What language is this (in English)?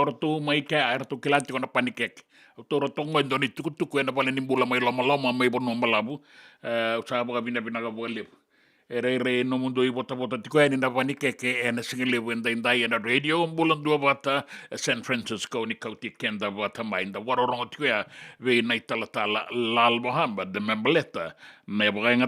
Fijian